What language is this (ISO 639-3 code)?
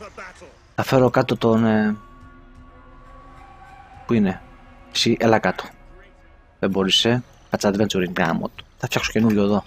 ell